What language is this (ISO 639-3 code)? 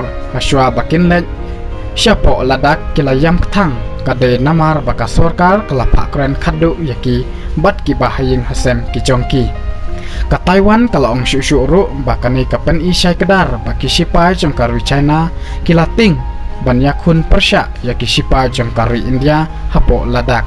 kha